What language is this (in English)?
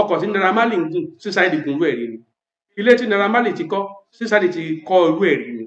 Yoruba